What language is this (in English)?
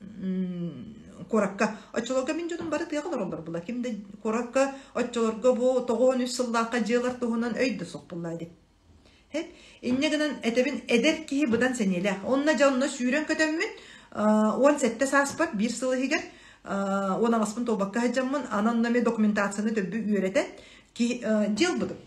Yakut